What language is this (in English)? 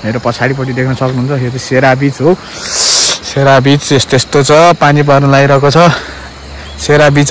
Nepali